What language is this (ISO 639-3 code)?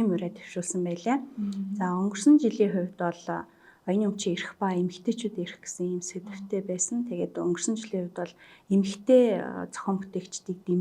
mon